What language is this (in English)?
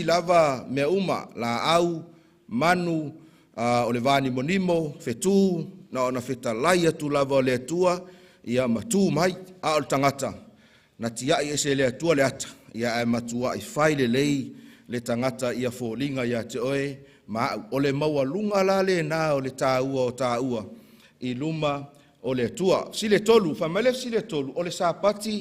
Samoan